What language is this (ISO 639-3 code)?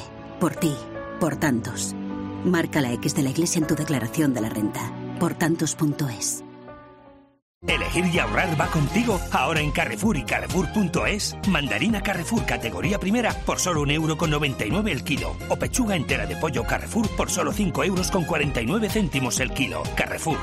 spa